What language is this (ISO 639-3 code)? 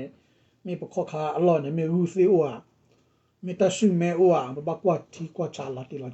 ksw